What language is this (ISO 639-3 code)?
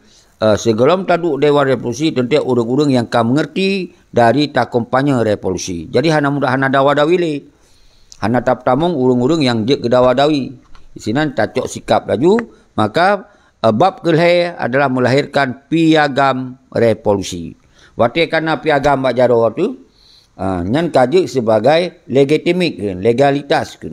ace